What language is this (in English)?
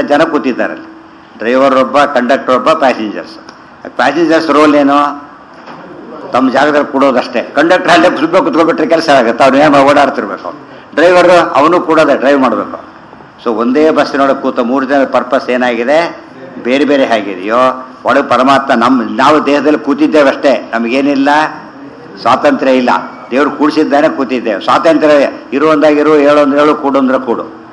Kannada